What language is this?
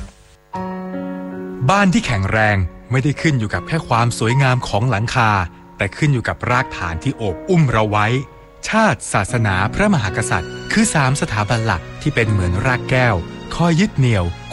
Thai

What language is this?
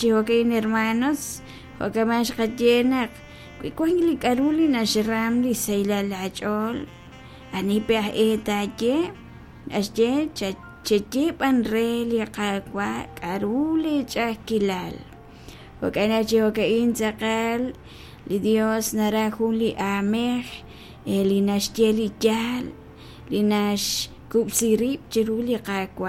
Kekchí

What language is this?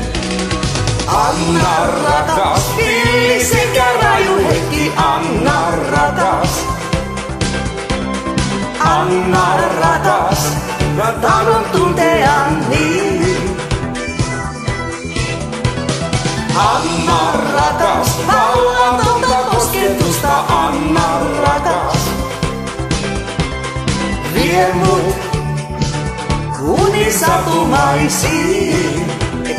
Finnish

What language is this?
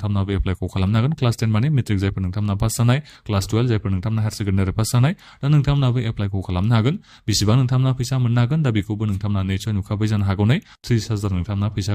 Bodo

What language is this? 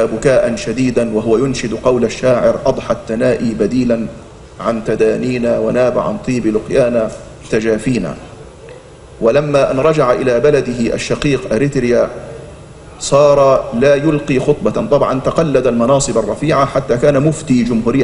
Arabic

